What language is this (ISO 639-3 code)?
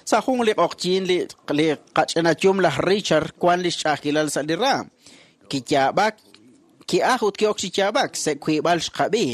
kek